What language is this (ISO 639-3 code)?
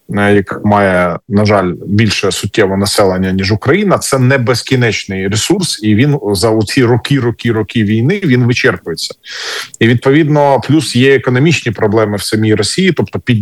ukr